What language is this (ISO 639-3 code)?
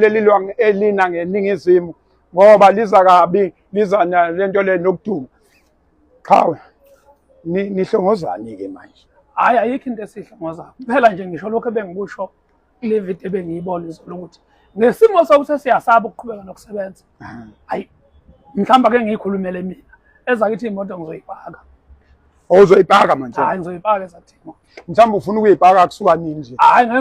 zul